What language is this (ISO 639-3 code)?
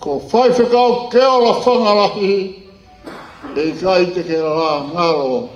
ton